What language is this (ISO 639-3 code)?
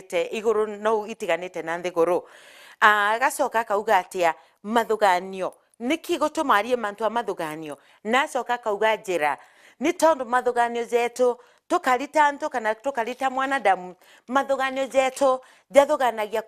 mer